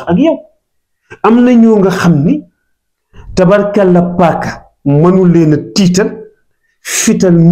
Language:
Wolof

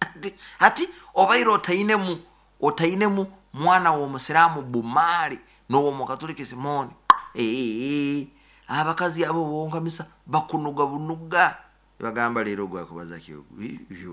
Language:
Nyoro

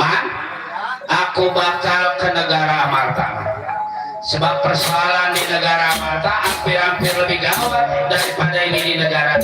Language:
Betawi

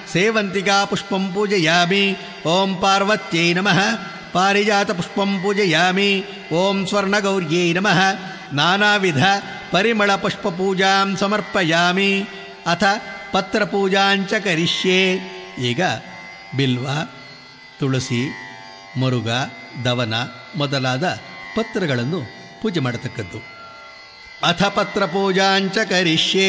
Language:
Kannada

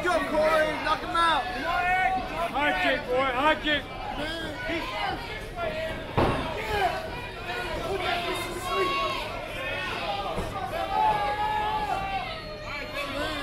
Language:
English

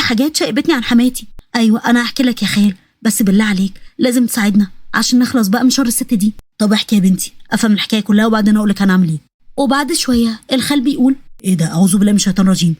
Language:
Egyptian Arabic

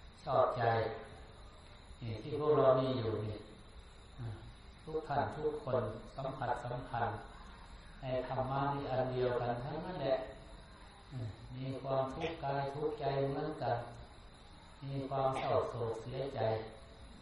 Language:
Thai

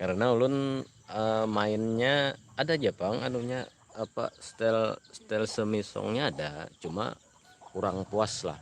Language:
Banjar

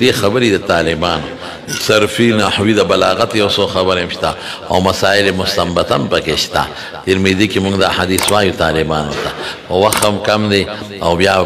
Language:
Pashto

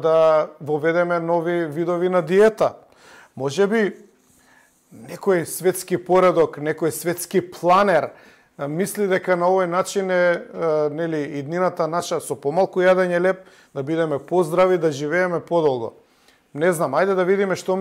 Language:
Macedonian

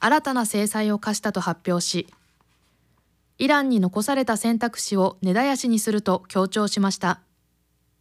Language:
Japanese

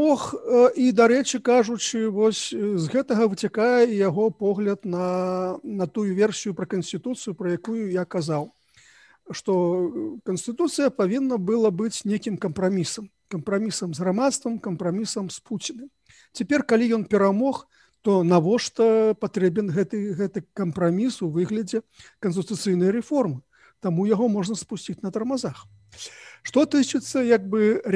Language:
Belarusian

